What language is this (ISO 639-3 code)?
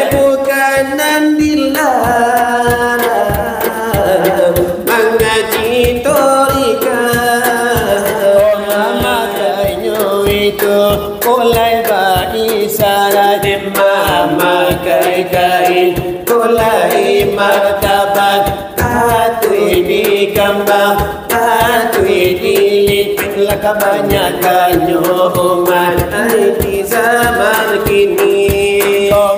min